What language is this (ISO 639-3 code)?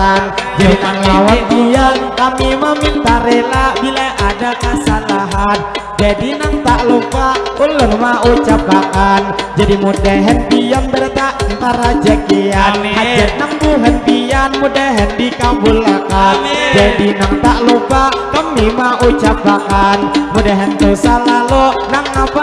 bjn